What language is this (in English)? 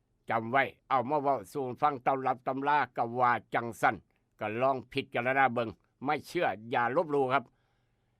Northeastern Thai